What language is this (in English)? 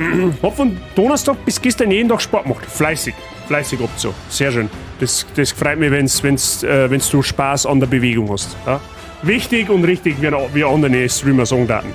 Bavarian